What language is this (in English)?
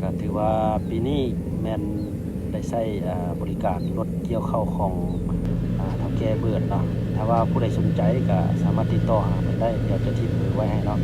Lao